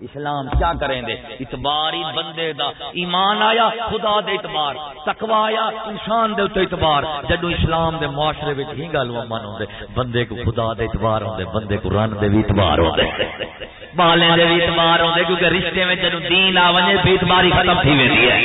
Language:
Saraiki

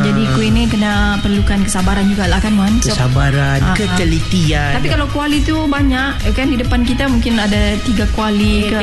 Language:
Malay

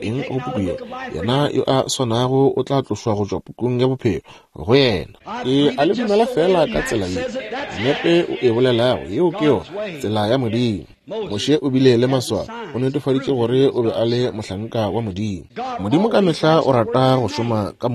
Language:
Northern Sotho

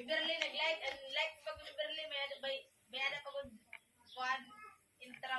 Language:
Waray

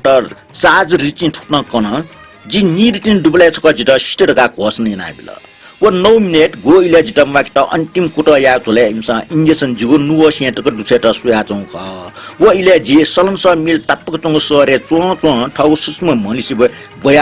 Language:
Newari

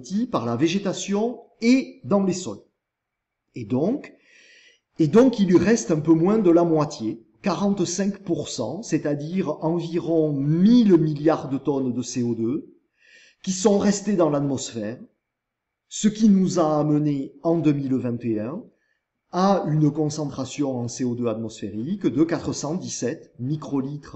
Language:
French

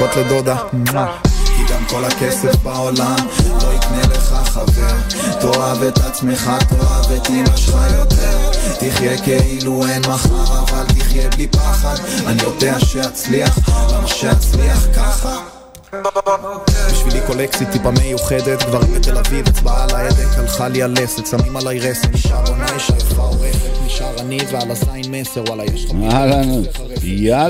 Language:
Hebrew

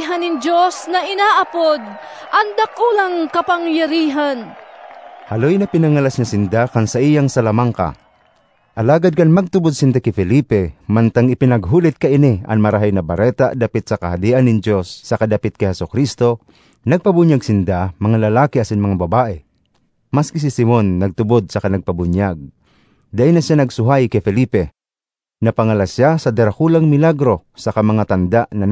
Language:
Bikol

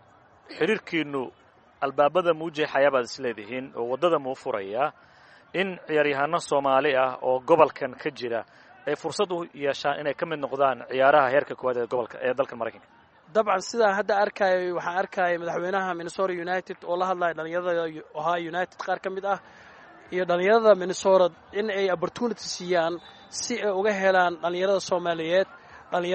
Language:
Somali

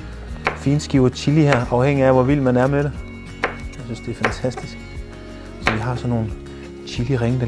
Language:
Danish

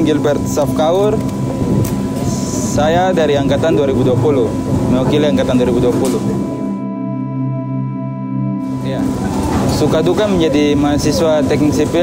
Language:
Indonesian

